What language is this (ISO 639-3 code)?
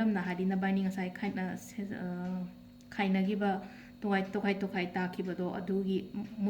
mni